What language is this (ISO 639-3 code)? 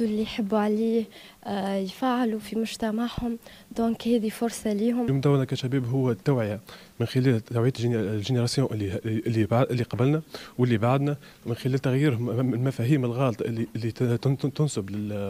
aeb